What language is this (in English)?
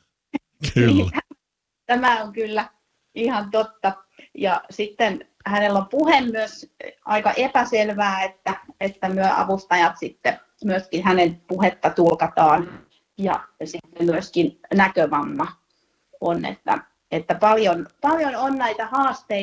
Finnish